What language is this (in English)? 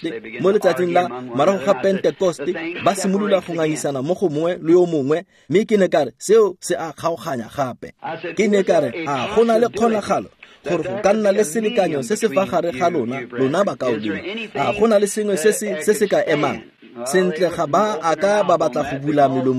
Tswana